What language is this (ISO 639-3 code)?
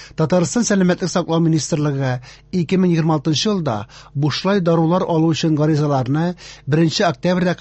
tat